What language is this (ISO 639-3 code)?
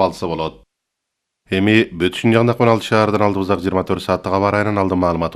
kir